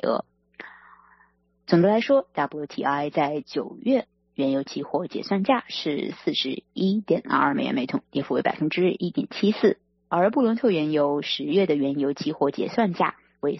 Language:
Chinese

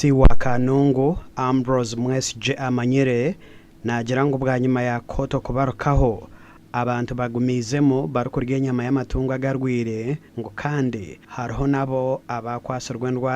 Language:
Nyankole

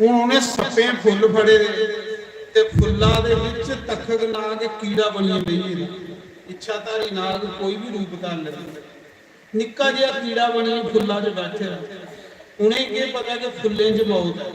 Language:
Dogri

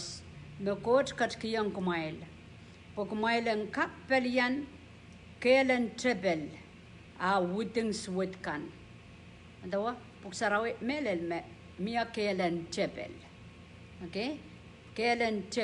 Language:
Pohnpeian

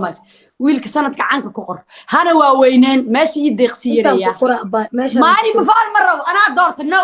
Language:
Somali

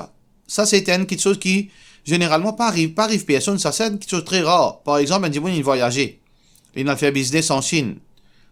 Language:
Morisyen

